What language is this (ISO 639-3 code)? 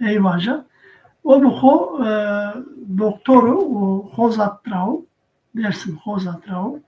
zza